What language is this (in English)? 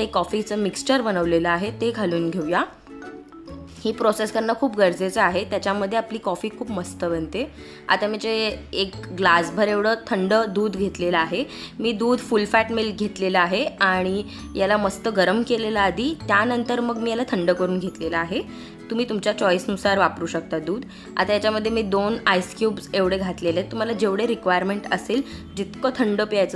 Marathi